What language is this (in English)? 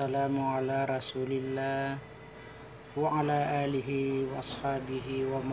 Buginese